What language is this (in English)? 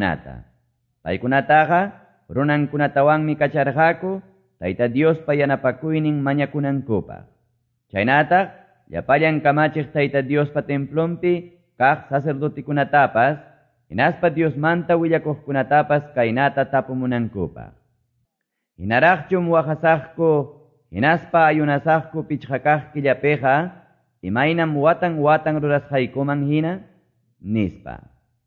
Quechua